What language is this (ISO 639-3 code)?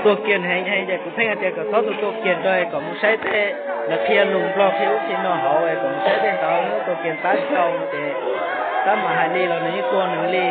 hmn